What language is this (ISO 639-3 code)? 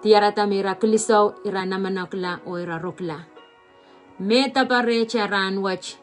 pon